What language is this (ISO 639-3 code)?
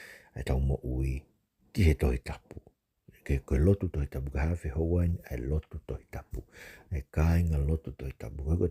ton